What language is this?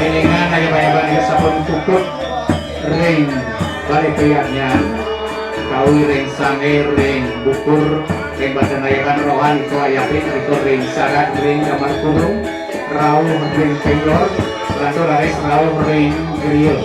Balinese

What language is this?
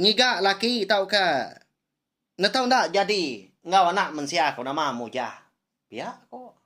Iban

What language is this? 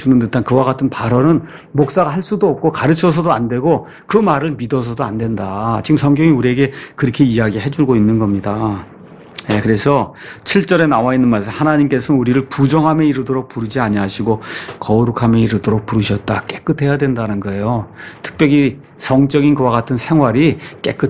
Korean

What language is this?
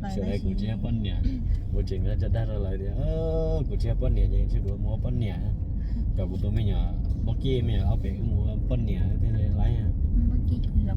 Hmong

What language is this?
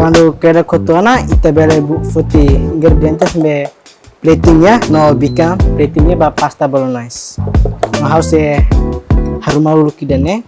Tetum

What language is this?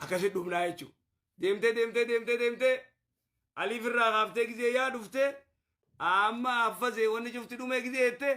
Oromo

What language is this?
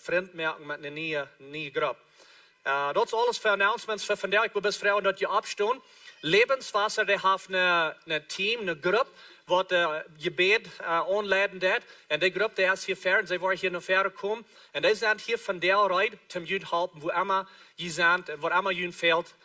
Plautdietsch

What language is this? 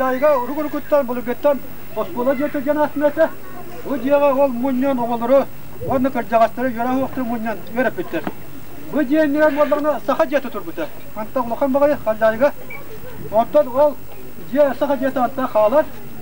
Yakut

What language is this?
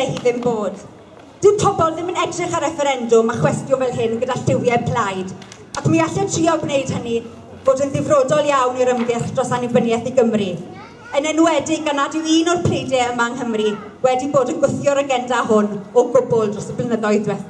Welsh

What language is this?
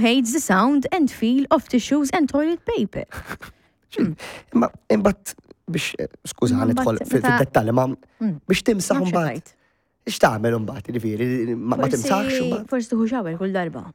Maltese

